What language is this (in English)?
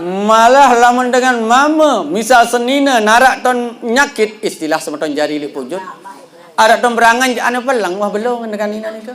Sasak